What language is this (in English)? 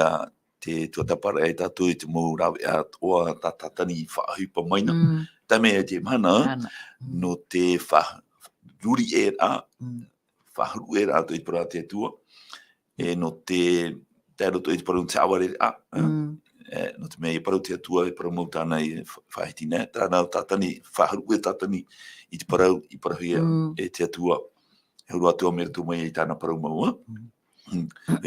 Tahitian